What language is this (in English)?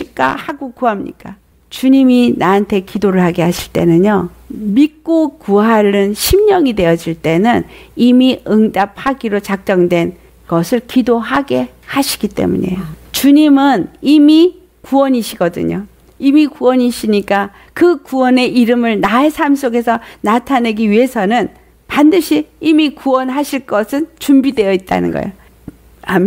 Korean